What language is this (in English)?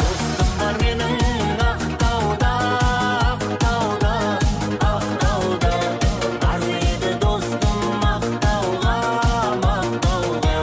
Kara-Kalpak